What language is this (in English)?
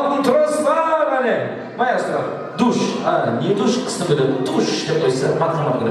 Kara-Kalpak